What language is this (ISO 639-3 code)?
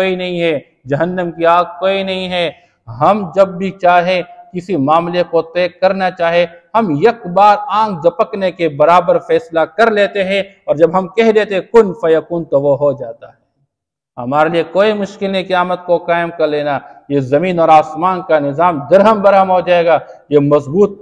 urd